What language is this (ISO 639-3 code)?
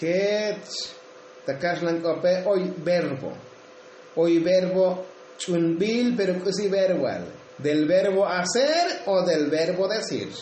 tzo